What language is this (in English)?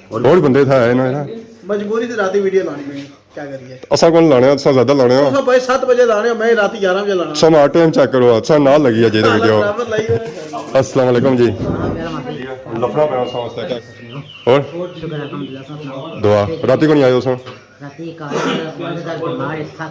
Pahari-Potwari